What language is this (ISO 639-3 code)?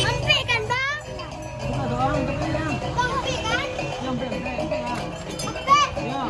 min